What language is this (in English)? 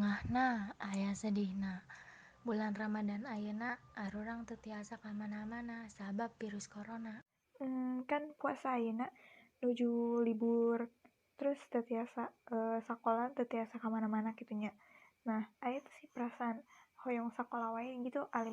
Sundanese